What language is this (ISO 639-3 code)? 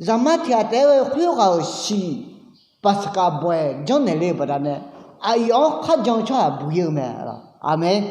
ahk